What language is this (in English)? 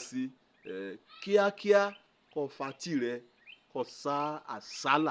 Yoruba